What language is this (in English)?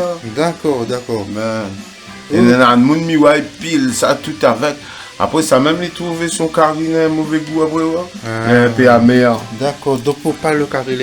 Réunion Creole French